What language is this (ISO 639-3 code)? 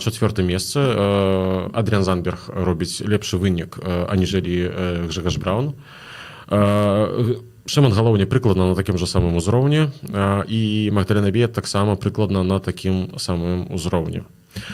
bel